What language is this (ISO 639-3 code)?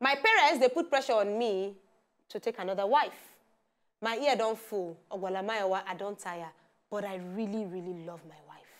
pcm